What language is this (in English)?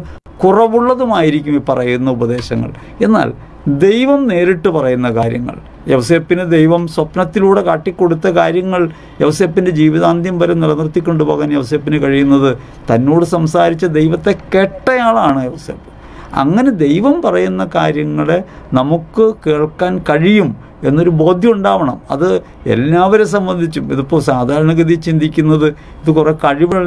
Malayalam